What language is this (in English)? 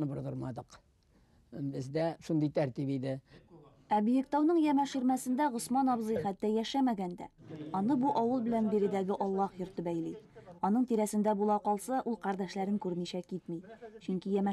Tatar